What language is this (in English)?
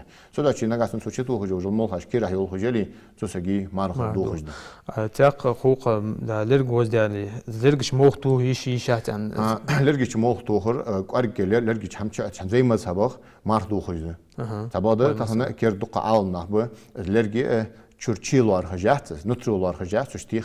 Ingush